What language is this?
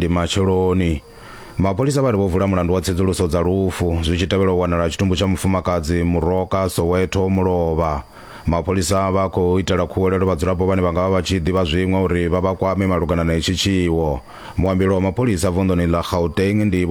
Venda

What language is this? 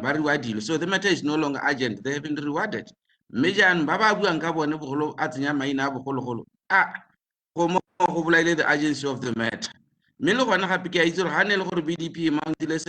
Tswana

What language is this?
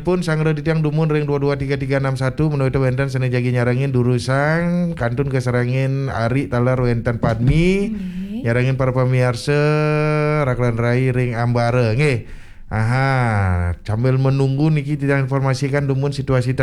Balinese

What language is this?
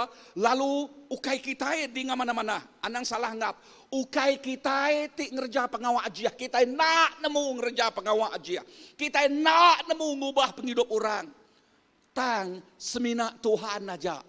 Iban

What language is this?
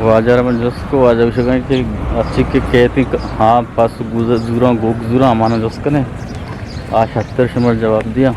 Eastern Balochi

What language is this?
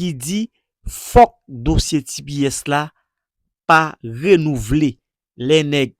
Haitian Creole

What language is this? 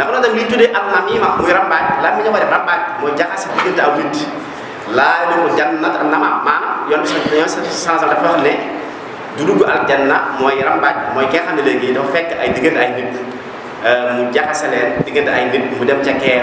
Wolof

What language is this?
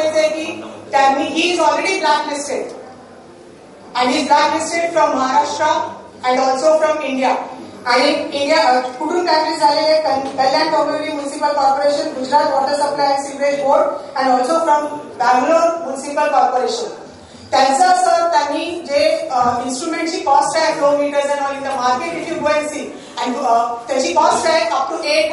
Marathi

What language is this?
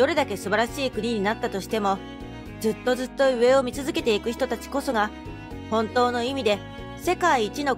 Japanese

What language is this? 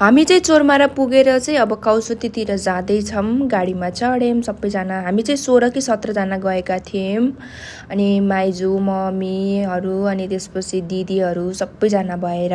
Nepali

